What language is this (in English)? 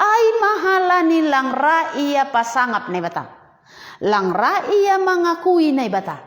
Batak Simalungun